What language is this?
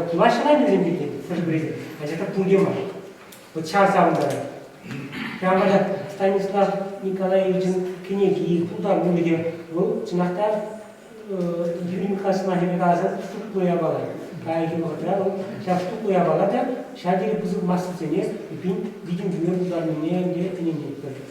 Chuvash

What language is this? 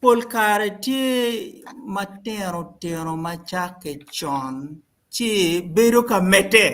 Acoli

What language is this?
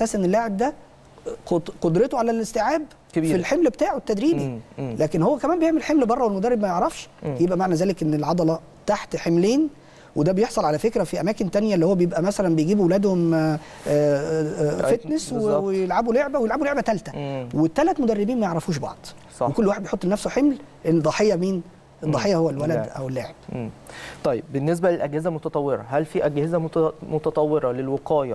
Egyptian Arabic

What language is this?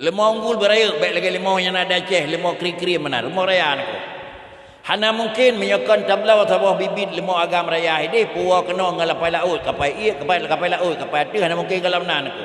Achinese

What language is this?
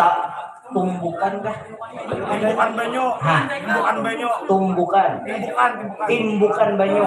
Banjar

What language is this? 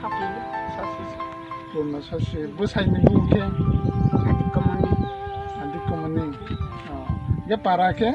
Kok Borok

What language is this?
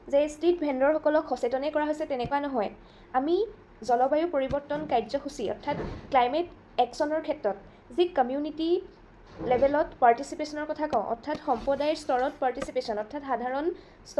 Assamese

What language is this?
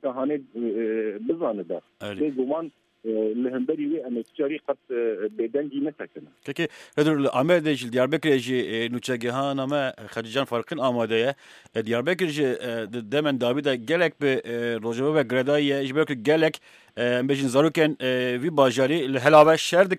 Kurdish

